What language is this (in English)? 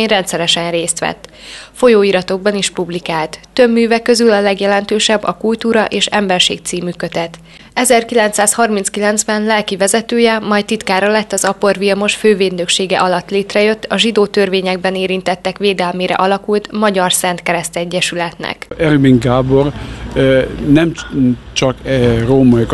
Hungarian